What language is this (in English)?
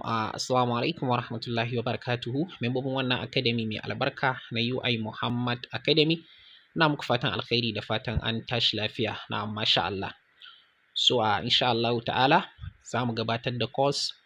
Hausa